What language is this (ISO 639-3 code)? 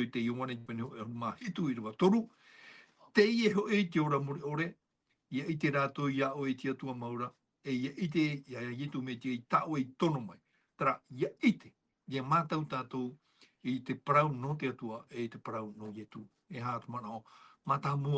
tah